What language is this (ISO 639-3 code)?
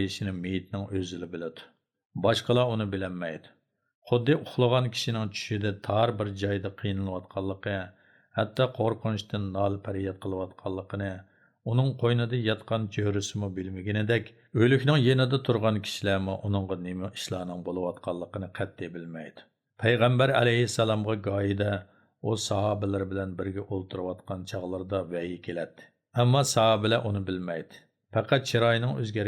uig